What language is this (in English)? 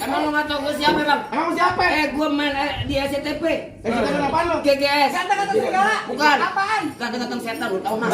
Betawi